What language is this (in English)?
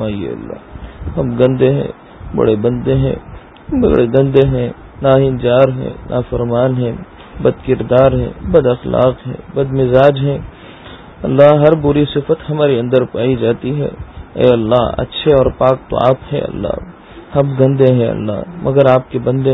Urdu